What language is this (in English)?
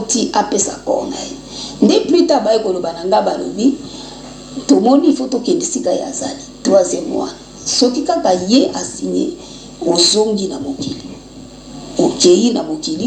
Lingala